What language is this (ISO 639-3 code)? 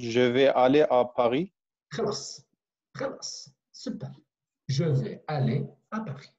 kur